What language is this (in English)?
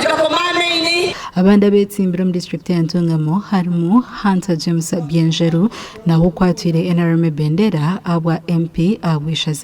Nyankole